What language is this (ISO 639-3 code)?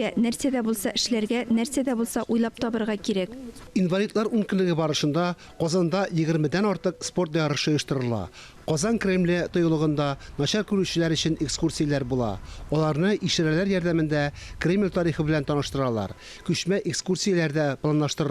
tat